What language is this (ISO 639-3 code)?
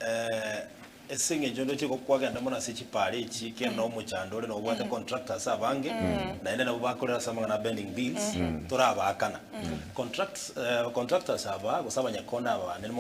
guz